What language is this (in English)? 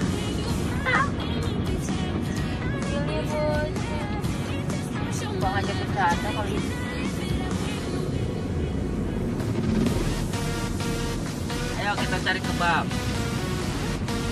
Indonesian